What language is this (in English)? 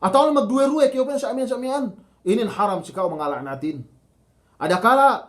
Yakan